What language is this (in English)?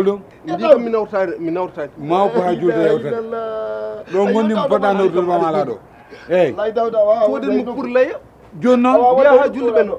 Fula